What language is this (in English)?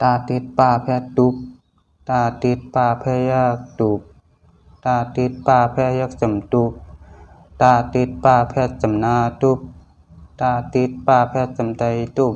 Shan